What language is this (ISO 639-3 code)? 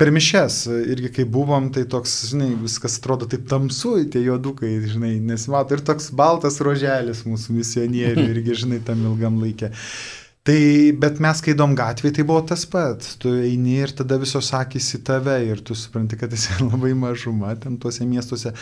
lit